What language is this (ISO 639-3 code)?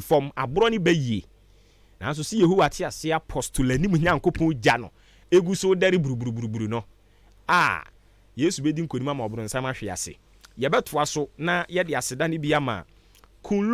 aka